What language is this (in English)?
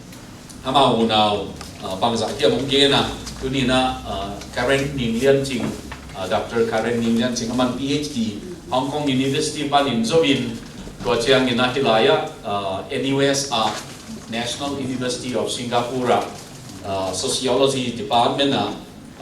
Tedim Chin